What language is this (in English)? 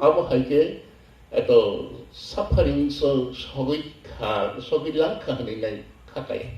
Kok Borok